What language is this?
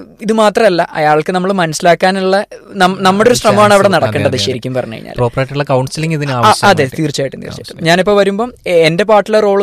Malayalam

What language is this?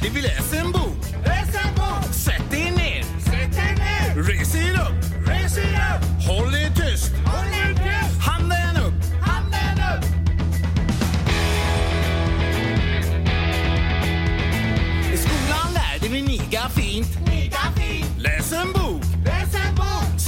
Swedish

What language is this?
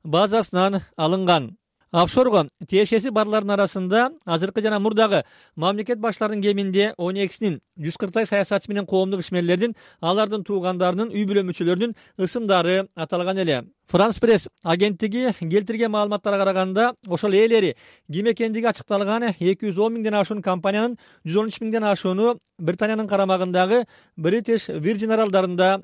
Kyrgyz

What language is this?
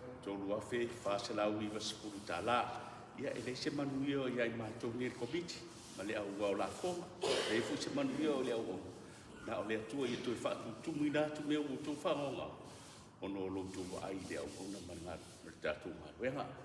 Samoan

